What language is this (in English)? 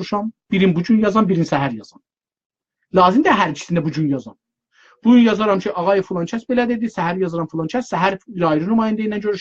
South Azerbaijani